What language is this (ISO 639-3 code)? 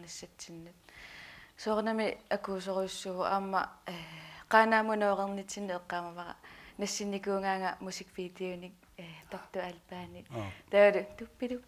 kal